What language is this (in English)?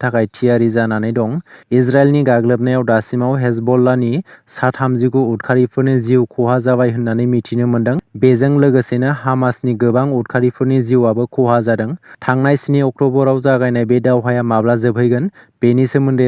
Bodo